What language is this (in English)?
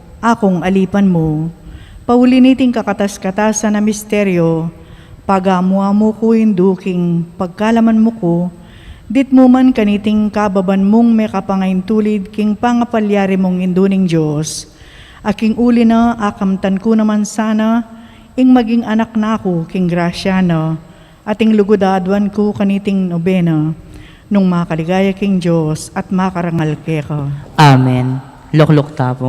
Pampanga